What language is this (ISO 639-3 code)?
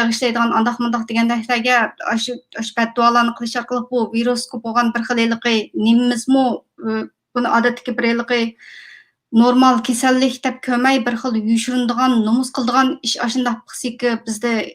uig